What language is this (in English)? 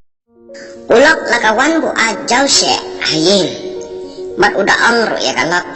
Khasi